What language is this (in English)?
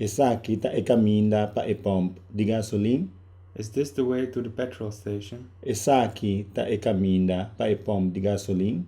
Papiamento